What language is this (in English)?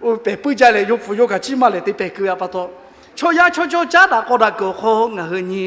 Lahu